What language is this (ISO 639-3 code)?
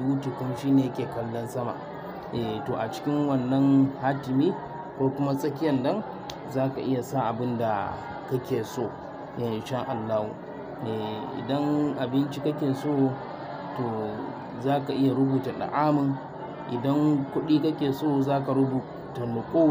hau